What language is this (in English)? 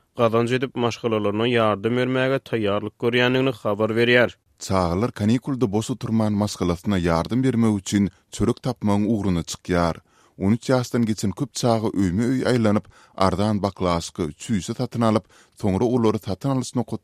Turkmen